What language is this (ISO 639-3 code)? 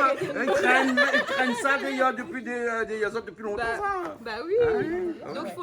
rcf